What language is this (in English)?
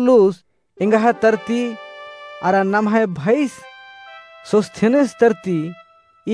Kurukh